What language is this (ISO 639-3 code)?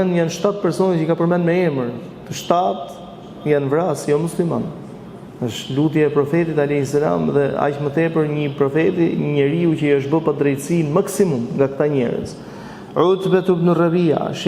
sqi